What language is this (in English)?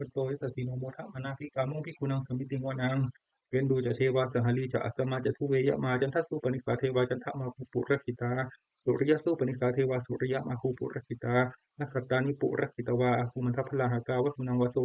Pali